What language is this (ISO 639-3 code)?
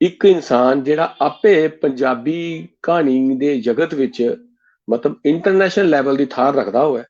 doi